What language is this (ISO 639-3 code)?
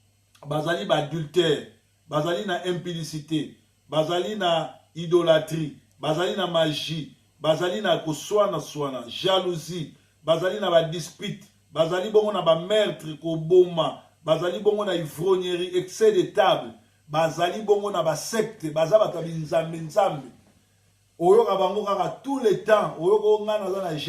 lin